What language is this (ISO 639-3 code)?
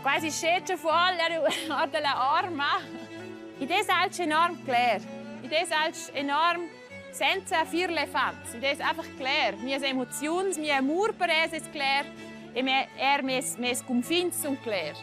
roh